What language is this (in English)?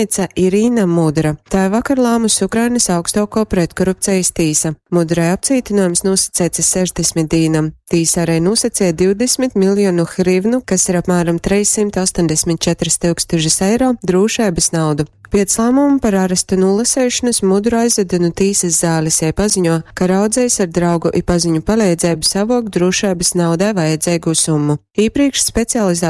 Latgalian